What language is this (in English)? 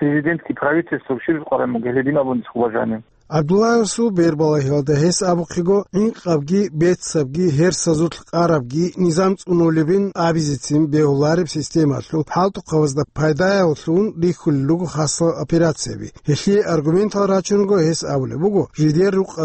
Avaric